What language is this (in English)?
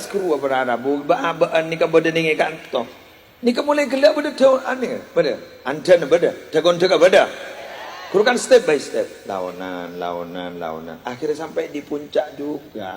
Madurese